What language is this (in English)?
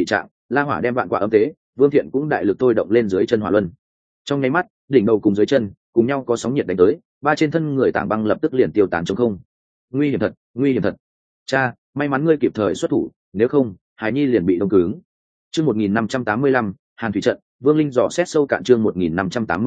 Vietnamese